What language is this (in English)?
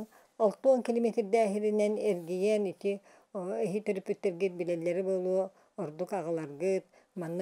Yakut